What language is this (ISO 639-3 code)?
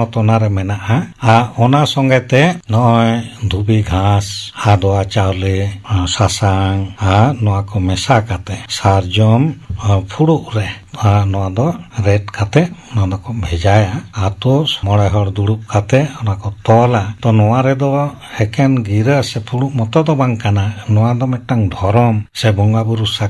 sat